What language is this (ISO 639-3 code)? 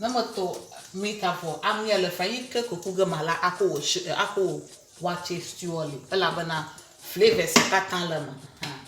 ewe